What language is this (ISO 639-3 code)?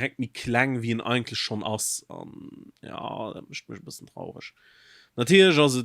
ltz